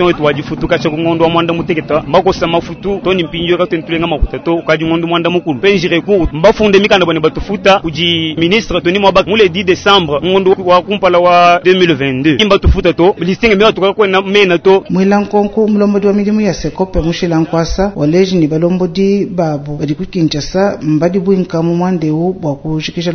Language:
Luba-Lulua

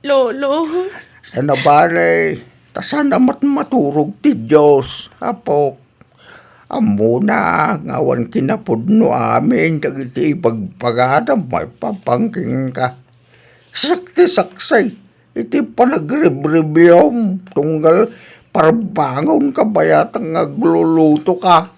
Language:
Iloko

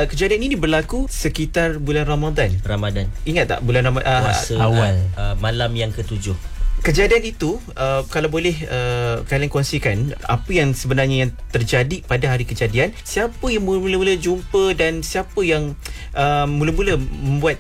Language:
Malay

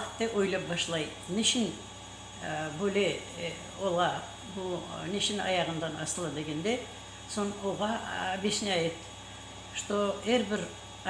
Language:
Crimean Tatar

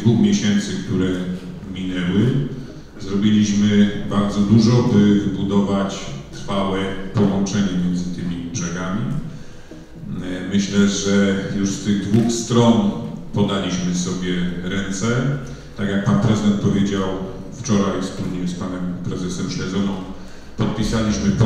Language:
Polish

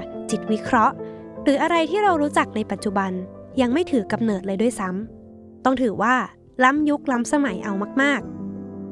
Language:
Thai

